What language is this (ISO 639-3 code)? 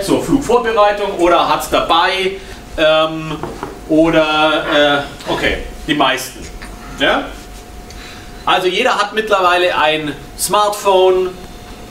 deu